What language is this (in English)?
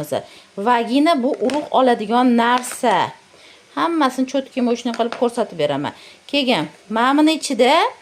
Uzbek